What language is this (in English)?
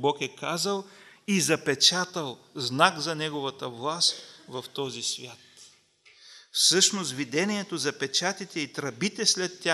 Bulgarian